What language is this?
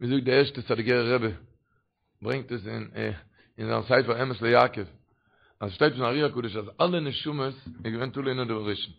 Yiddish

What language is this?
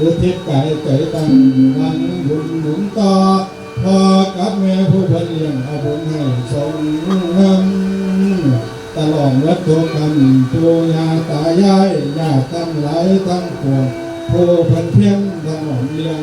Northeastern Thai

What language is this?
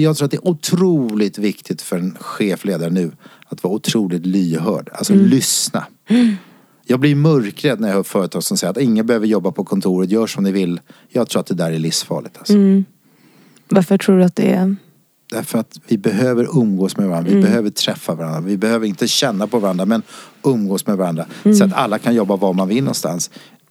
Swedish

